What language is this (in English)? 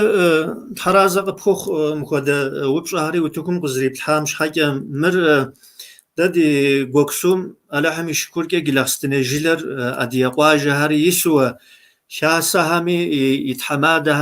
Kabardian